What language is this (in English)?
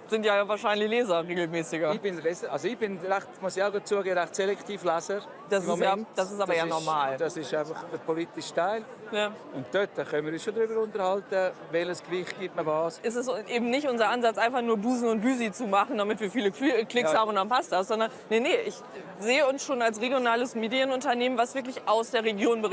Romansh